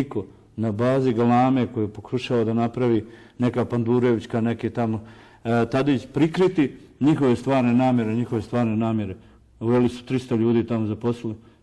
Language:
Bosnian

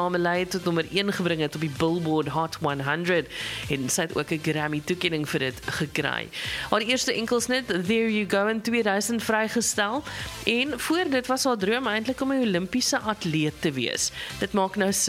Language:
Afrikaans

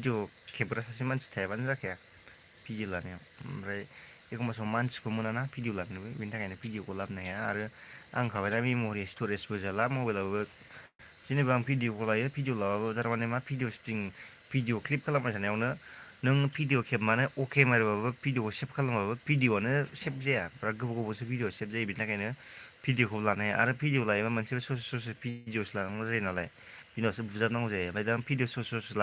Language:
Bodo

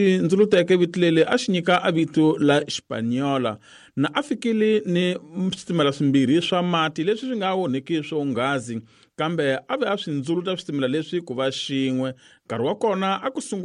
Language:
Tsonga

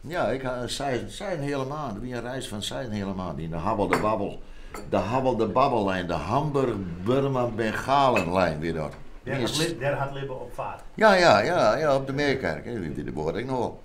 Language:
Western Frisian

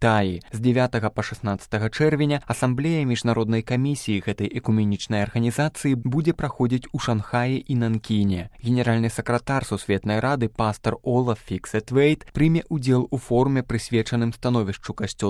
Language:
Belarusian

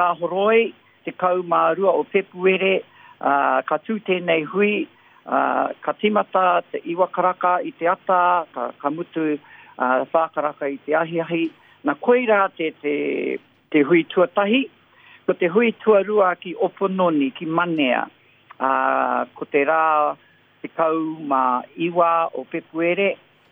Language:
Māori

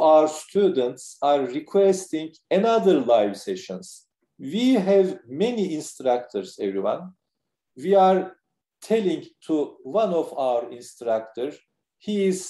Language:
English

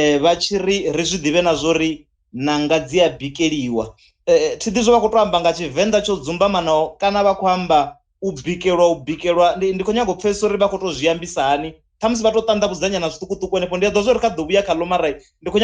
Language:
Venda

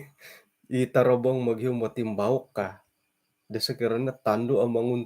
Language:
Central Dusun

